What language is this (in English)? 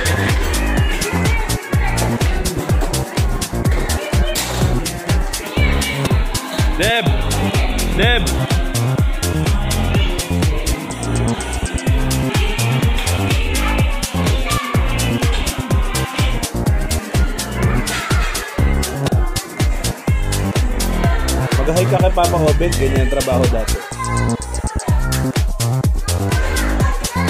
Filipino